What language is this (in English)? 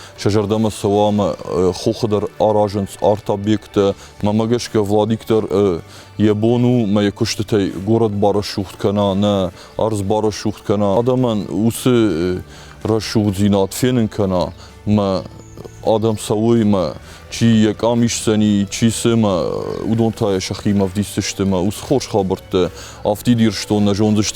Ossetic